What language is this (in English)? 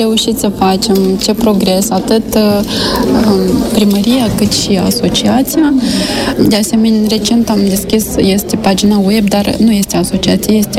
Romanian